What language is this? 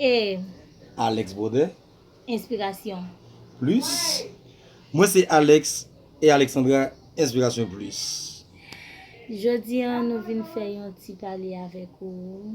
Haitian Creole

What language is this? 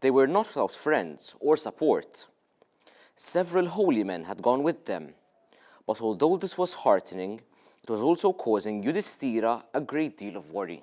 English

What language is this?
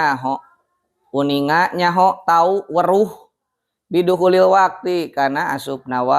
Sundanese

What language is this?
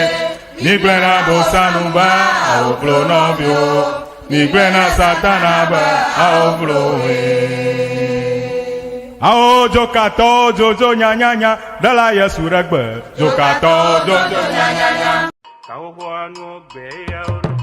Ewe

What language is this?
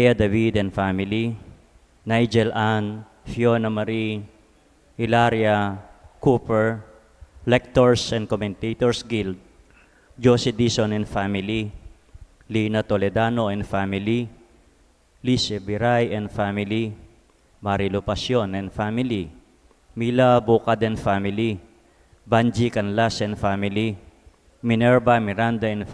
Pampanga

